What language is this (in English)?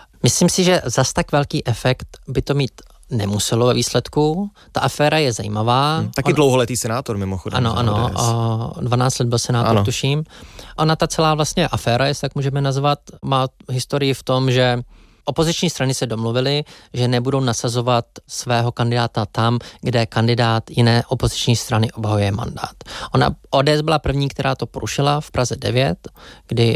Czech